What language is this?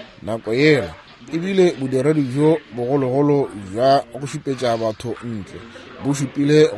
Northern Sotho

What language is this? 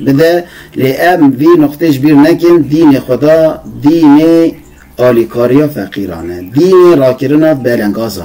Kurdish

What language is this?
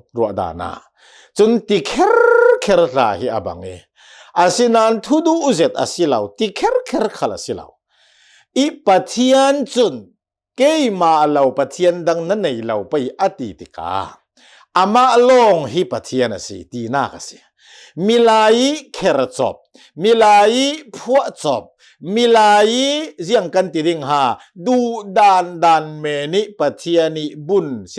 Hakha Chin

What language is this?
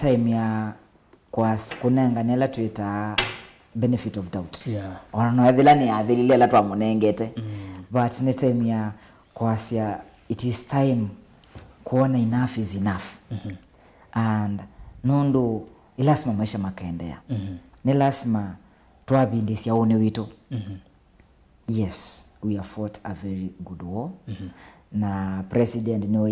Kamba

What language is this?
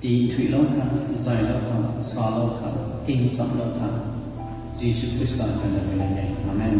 Rongmei Naga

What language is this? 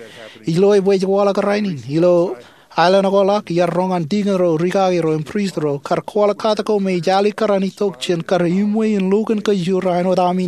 Marshallese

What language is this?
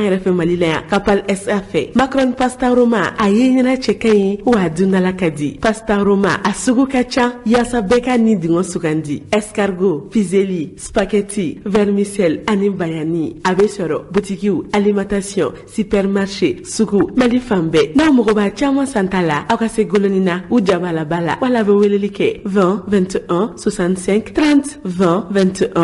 Bambara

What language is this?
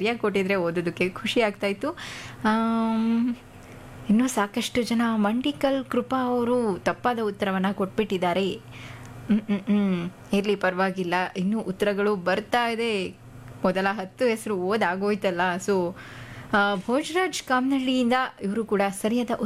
Kannada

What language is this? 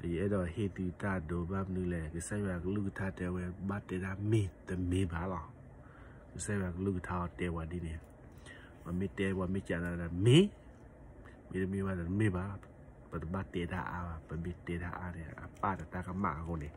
S'gaw Karen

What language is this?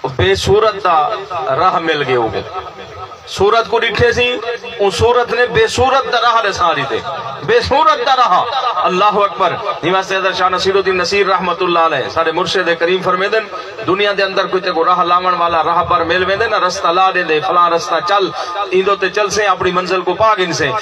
Saraiki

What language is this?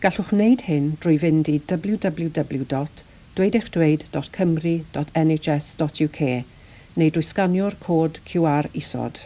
Welsh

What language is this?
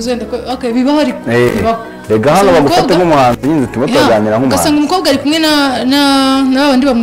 Kinyarwanda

